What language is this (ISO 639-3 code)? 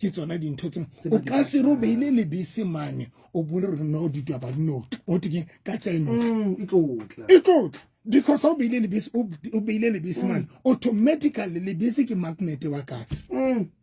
sot